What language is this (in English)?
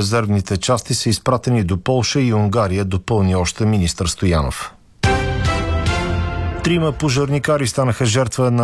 Bulgarian